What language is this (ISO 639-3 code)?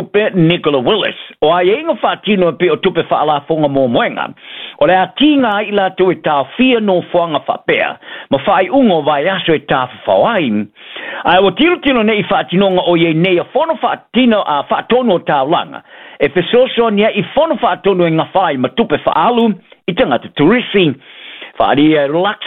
smo